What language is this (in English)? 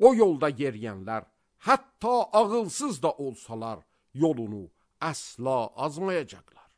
Azerbaijani